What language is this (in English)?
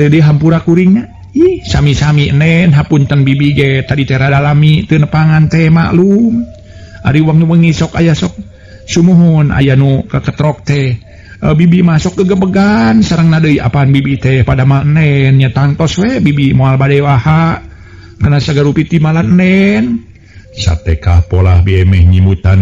Sundanese